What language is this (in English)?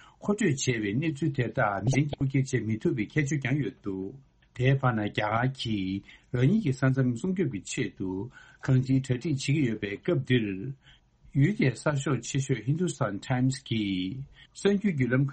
Tibetan